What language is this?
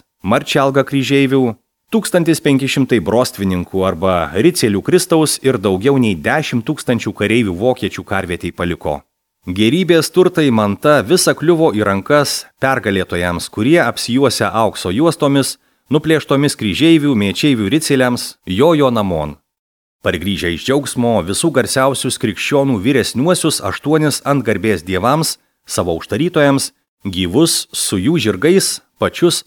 Lithuanian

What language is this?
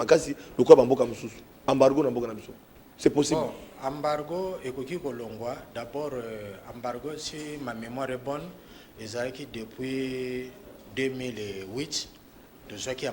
Lingala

